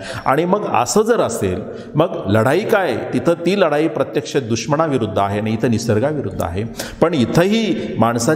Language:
Marathi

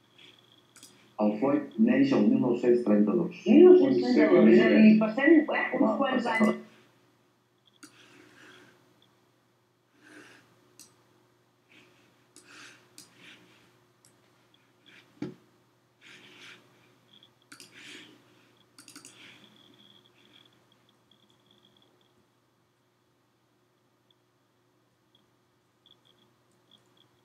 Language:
Catalan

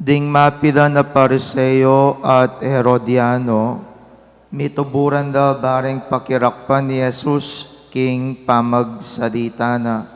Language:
Pampanga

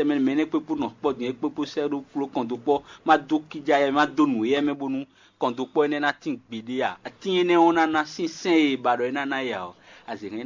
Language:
Fon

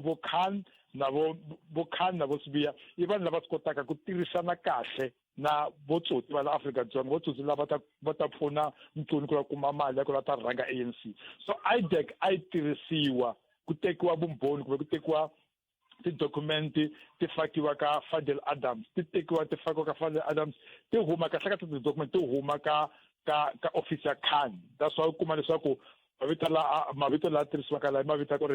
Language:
Tsonga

